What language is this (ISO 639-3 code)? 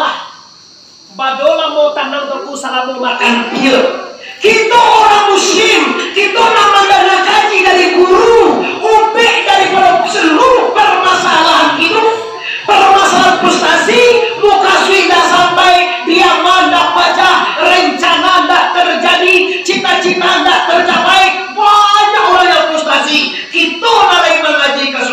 min